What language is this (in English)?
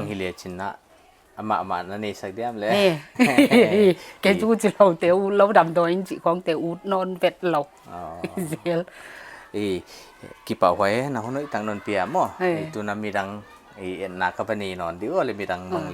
Paite Chin